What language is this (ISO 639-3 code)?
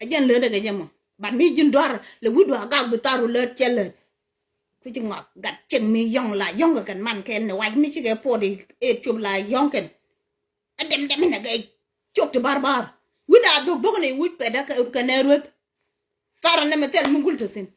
nus